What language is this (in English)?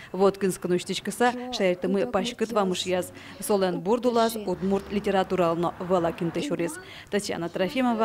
Udmurt